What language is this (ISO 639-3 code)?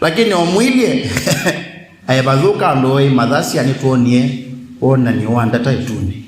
kam